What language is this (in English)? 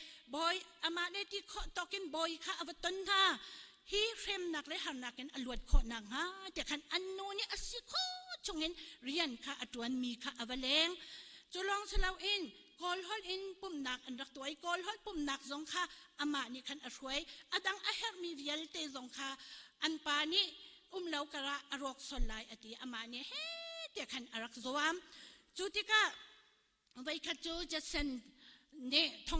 Hakha Chin